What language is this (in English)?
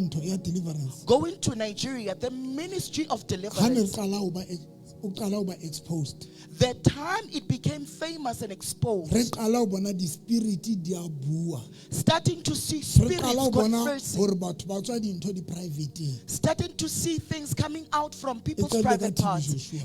Southern Sotho